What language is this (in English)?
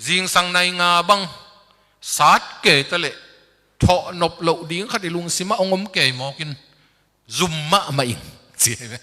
Tedim Chin